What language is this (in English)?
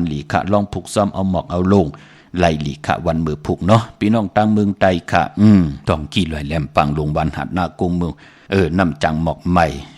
Shan